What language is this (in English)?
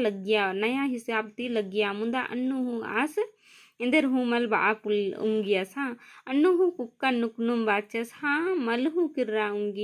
Kurukh